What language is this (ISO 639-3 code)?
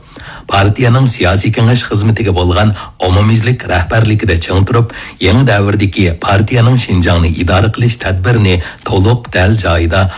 uig